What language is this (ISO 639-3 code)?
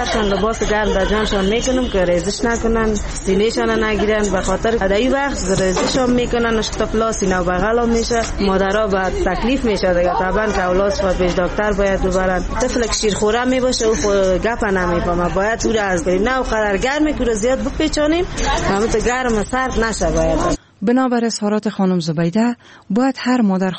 fas